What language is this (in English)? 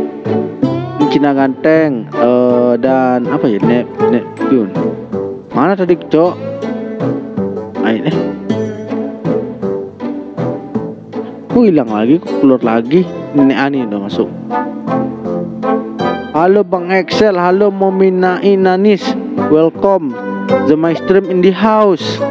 Indonesian